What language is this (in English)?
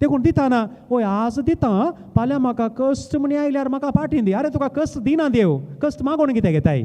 Konkani